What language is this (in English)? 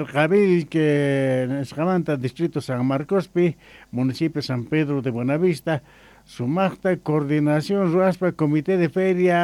Quechua